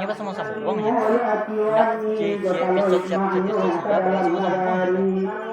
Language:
Minangkabau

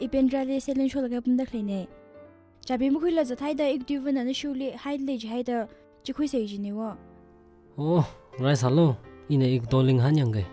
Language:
Tangkhul Naga (India)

